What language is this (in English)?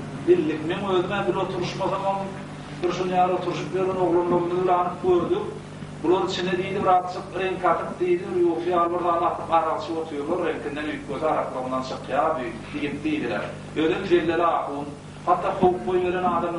Turkmen